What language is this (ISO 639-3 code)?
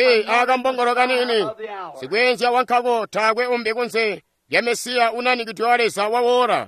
toi